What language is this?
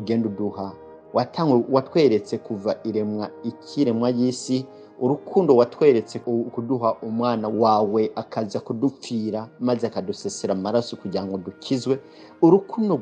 Rundi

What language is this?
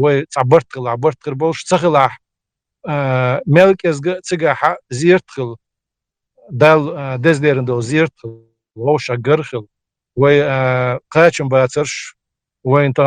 Chechen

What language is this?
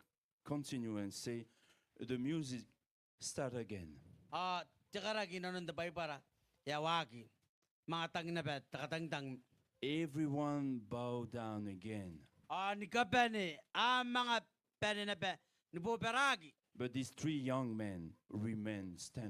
Gilbertese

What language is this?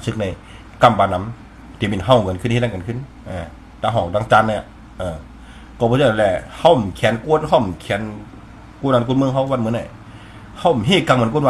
Shan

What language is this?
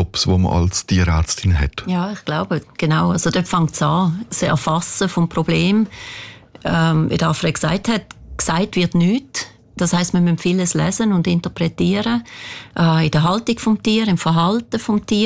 German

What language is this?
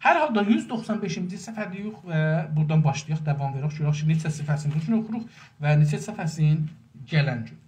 South Azerbaijani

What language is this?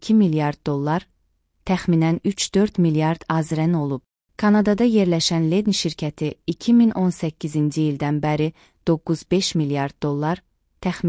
Azerbaijani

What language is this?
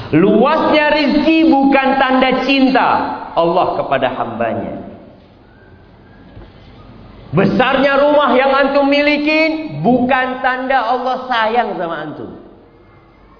Indonesian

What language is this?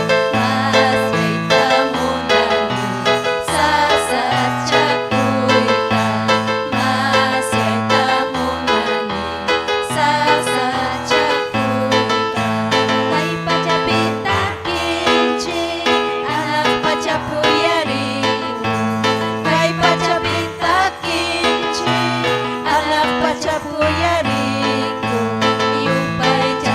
Ayacucho Quechua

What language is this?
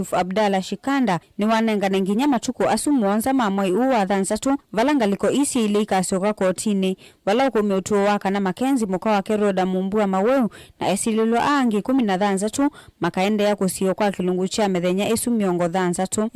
Kamba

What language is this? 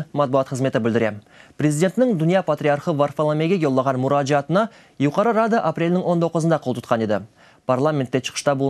Crimean Tatar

